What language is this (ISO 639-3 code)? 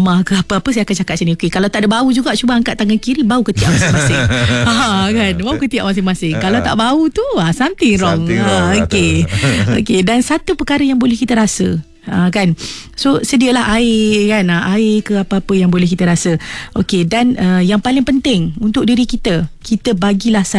msa